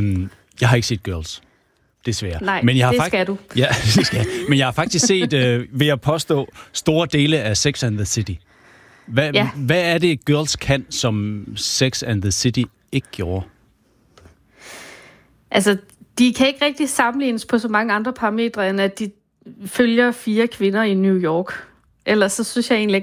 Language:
Danish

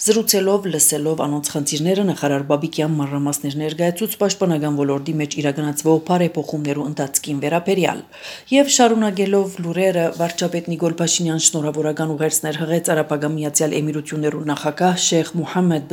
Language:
Armenian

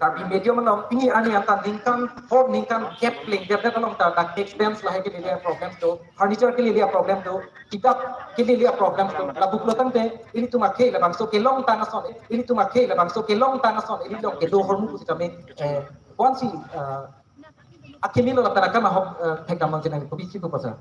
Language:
Karbi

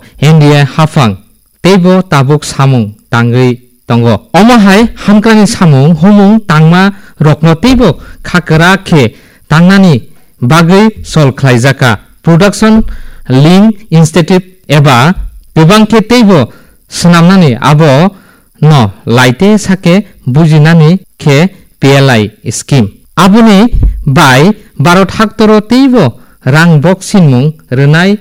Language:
Kok Borok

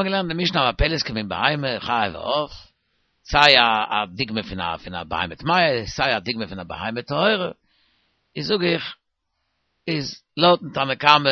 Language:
Yiddish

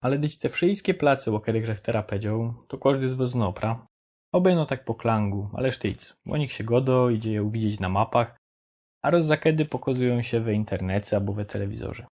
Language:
Silesian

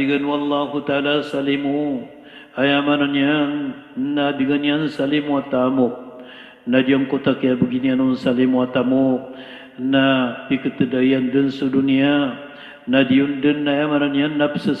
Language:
Maranao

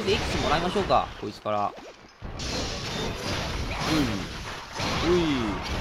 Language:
Japanese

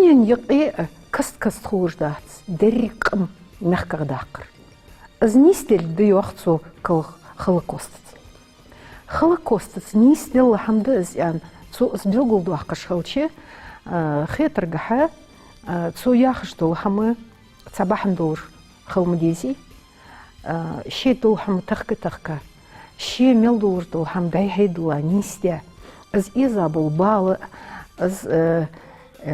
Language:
Ingush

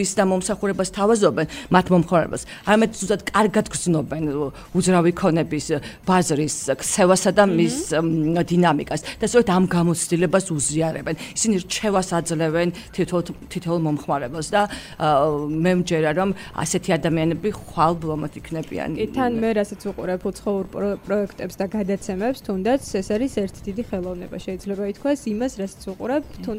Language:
Georgian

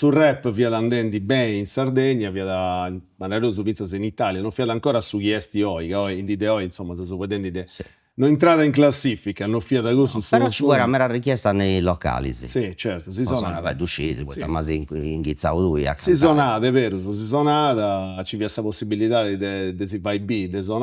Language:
Sardinian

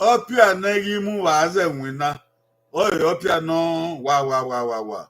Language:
Bini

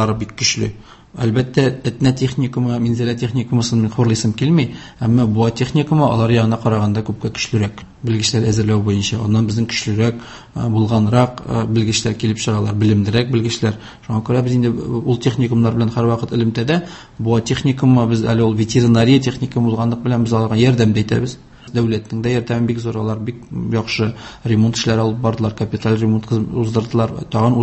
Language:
Tatar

